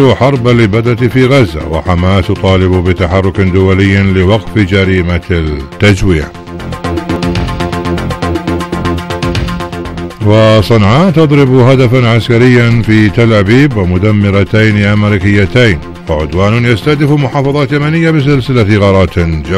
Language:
Arabic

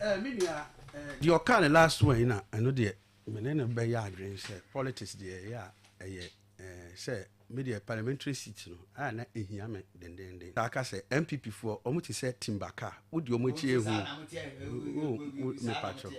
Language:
Akan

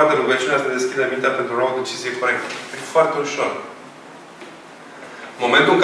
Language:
Romanian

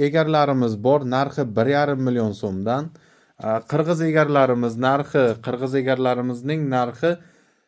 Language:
Uzbek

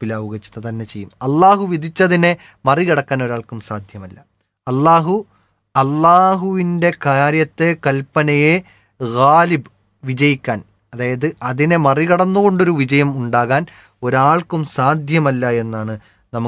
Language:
Malayalam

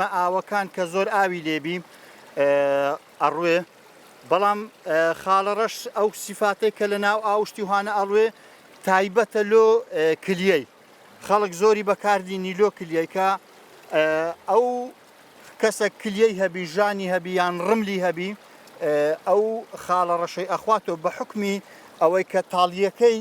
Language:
Central Kurdish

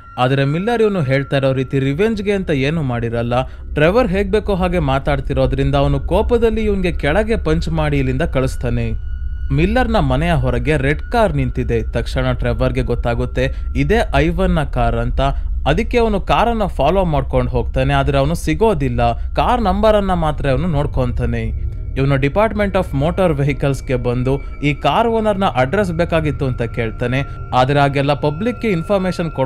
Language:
Kannada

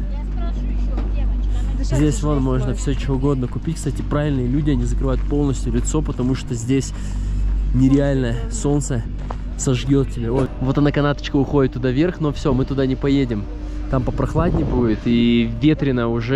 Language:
Russian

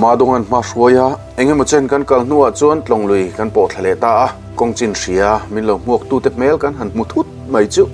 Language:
Mizo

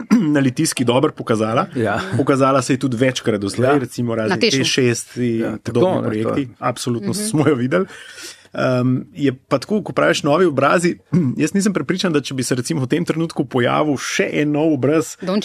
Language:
Slovenian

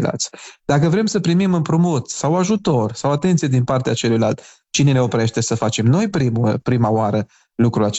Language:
Romanian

